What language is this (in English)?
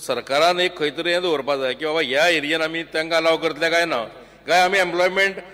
Konkani